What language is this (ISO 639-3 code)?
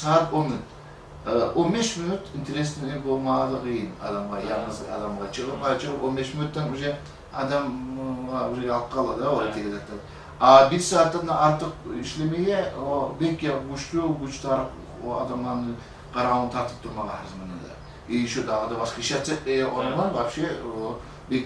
kum